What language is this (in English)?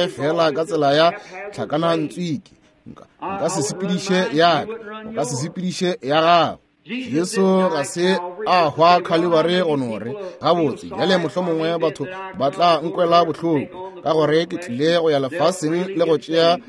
Northern Sotho